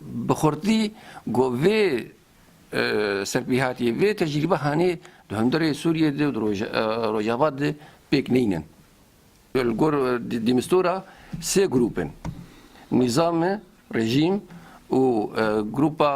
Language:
Kurdish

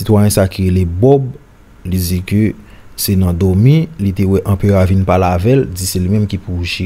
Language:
Haitian Creole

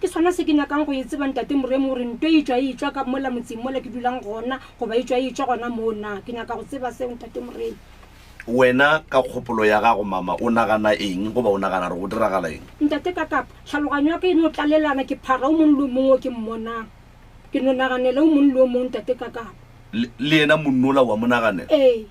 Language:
Northern Sotho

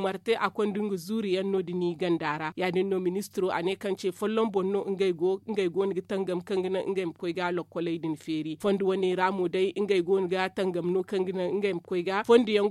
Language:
Zarma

